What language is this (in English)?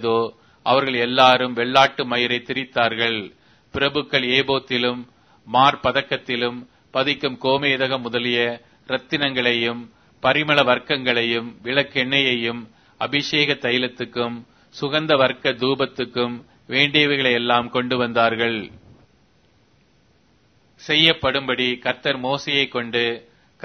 Tamil